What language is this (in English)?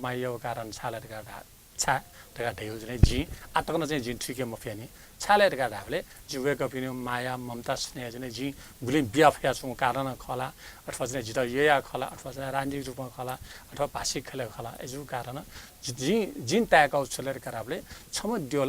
Newari